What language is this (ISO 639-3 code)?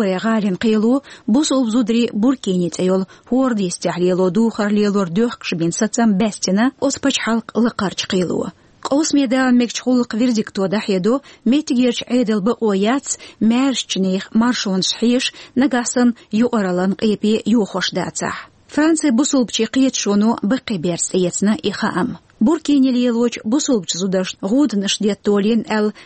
che